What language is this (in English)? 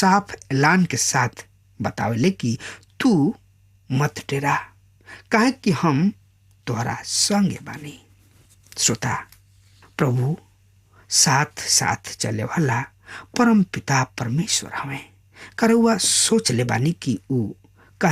Bhojpuri